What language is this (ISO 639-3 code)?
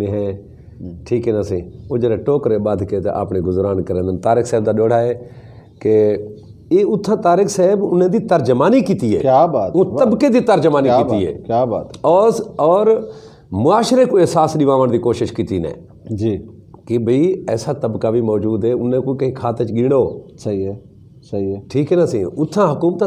skr